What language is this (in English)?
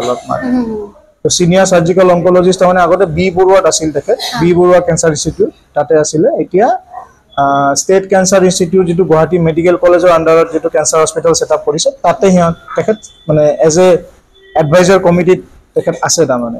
Assamese